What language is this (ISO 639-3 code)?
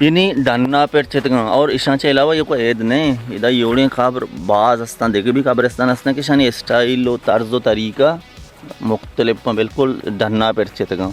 bal